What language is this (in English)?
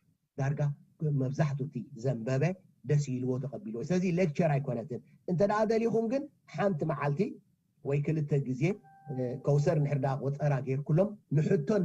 Tigrinya